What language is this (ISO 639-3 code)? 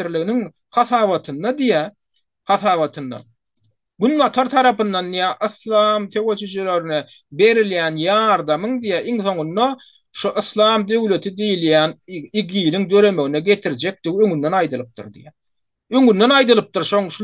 tuk